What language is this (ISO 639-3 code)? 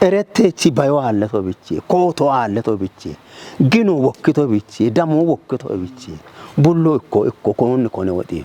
kbr